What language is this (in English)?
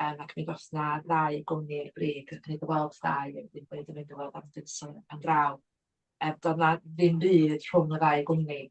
Welsh